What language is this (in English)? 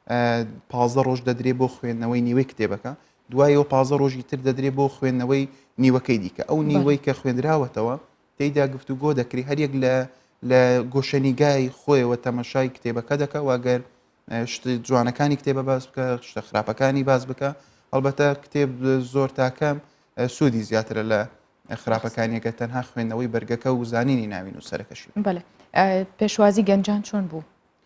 Central Kurdish